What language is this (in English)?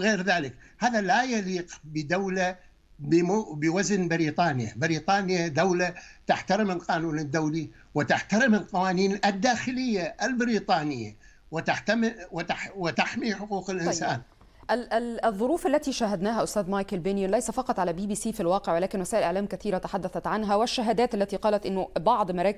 Arabic